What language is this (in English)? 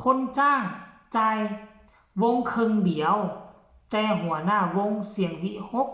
Northeastern Thai